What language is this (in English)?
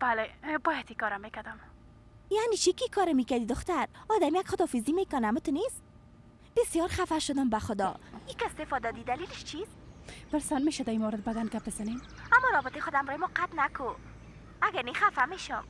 Persian